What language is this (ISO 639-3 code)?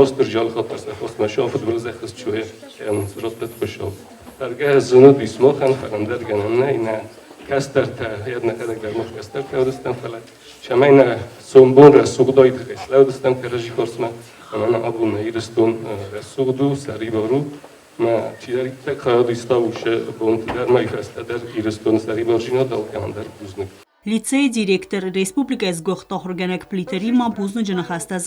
oss